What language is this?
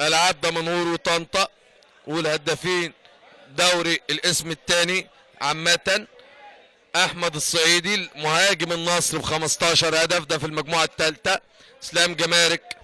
Egyptian Arabic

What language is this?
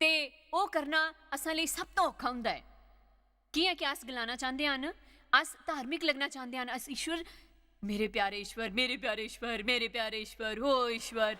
Dogri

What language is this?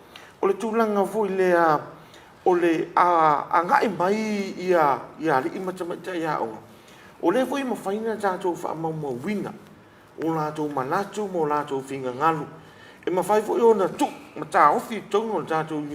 Samoan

